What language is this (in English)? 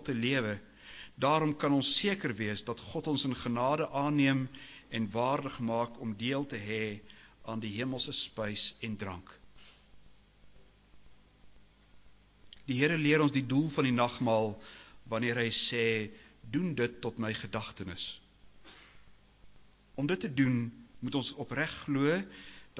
Afrikaans